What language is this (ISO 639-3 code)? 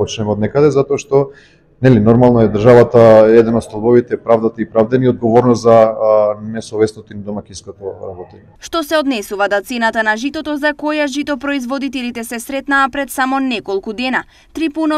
mkd